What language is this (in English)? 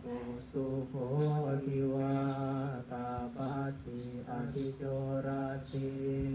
Pali